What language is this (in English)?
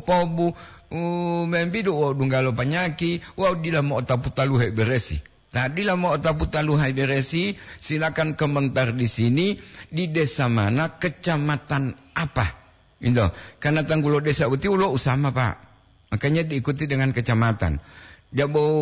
Gorontalo